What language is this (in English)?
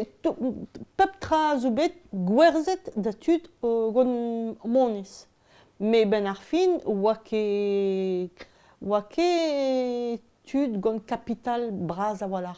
Breton